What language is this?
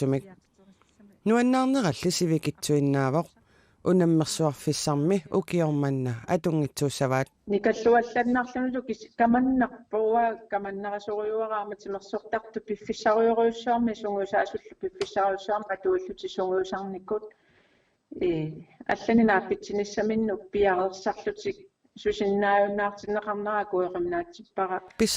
Kalaallisut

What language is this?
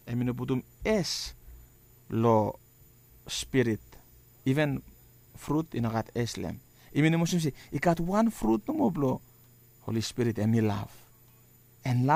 Bislama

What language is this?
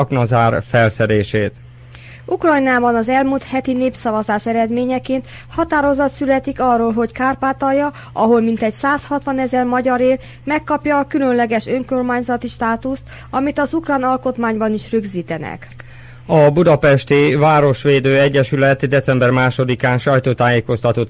Hungarian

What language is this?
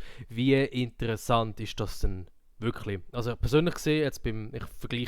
Swiss German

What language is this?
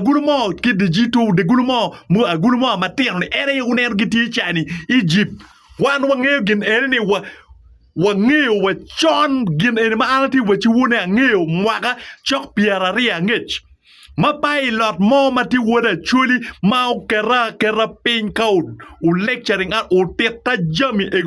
Acoli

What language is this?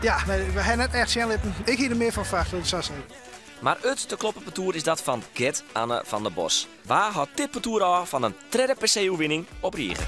Western Frisian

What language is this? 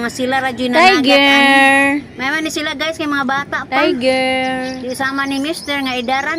Cebuano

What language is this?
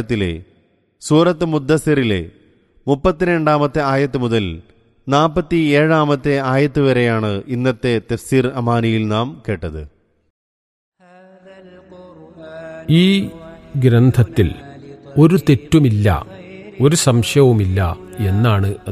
Malayalam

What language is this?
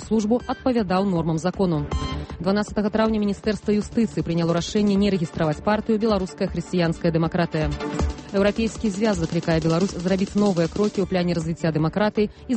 Belarusian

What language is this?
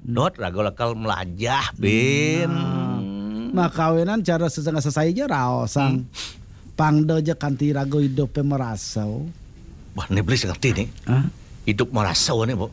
Balinese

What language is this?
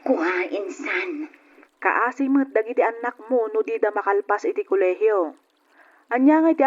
Iloko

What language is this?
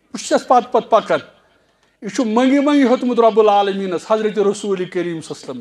Kashmiri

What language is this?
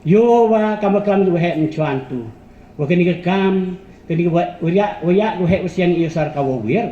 Pnar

